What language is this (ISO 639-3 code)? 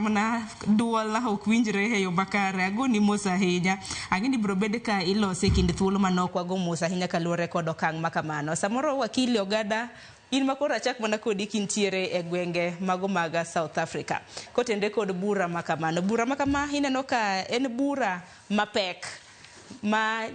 luo